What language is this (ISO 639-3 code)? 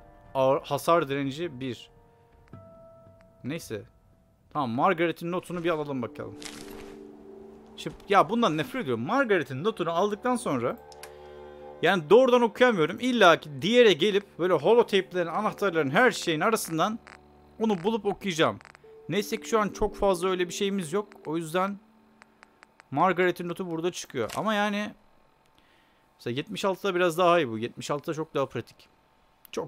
tur